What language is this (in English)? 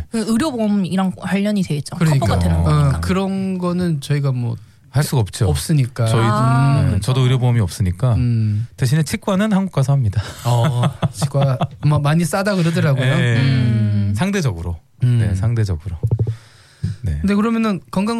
Korean